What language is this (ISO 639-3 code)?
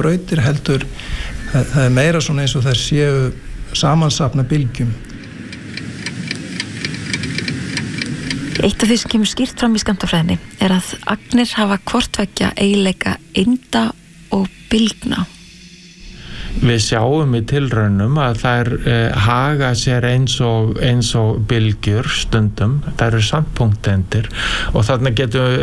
isl